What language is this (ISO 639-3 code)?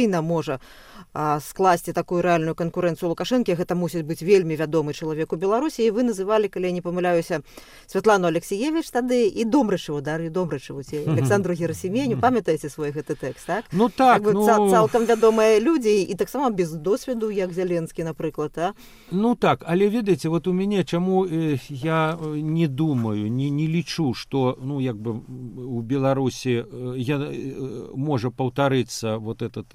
bel